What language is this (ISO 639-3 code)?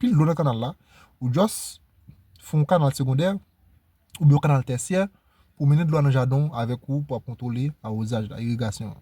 hat